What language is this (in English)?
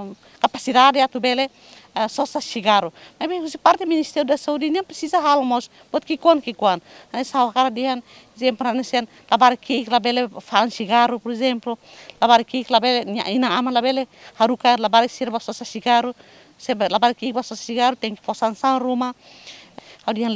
Tetum